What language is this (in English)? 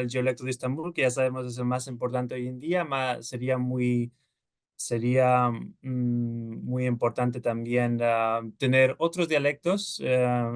Ladino